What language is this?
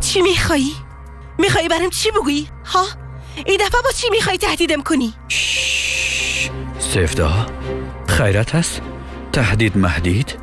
Persian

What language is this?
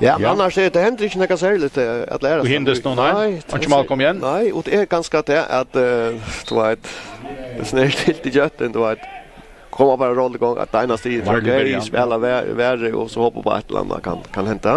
Faroese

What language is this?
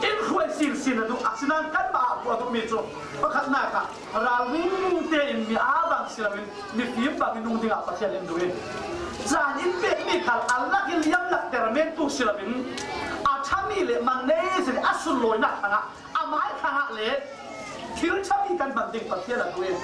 Falam Chin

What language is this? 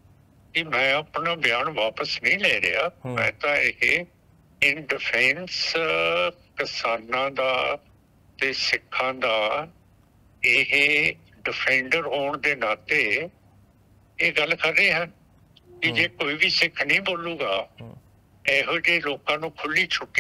Punjabi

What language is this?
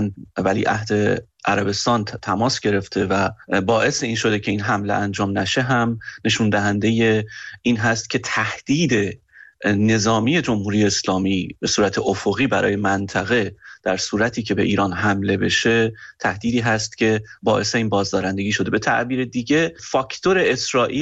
Persian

